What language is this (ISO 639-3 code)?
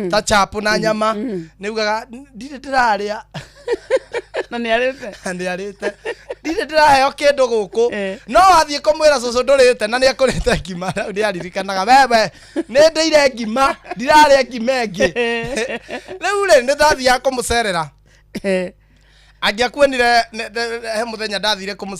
kik